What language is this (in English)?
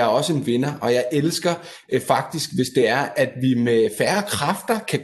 Danish